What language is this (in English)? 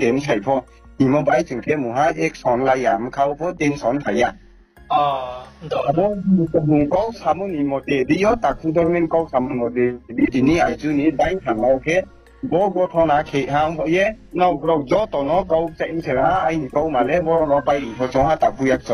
Riang (India)